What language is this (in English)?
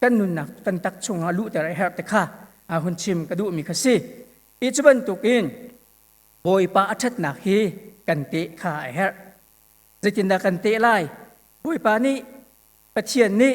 Hakha Chin